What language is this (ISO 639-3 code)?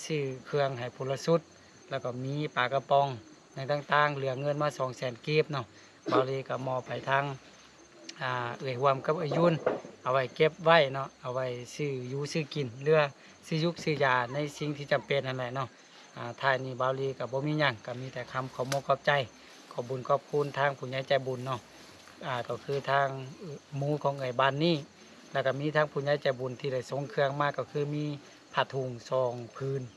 lao